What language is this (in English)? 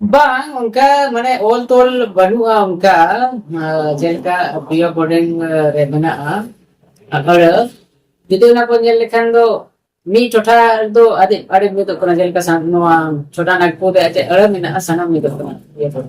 Santali